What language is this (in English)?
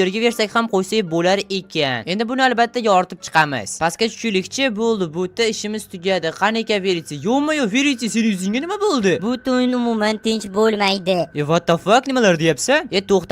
Uzbek